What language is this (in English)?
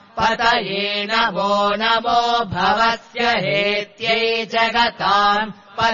Sanskrit